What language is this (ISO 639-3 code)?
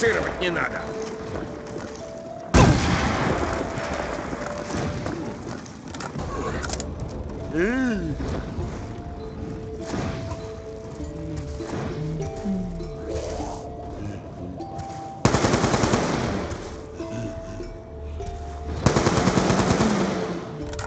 rus